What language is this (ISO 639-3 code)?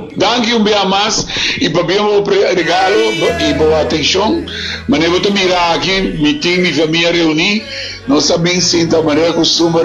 pap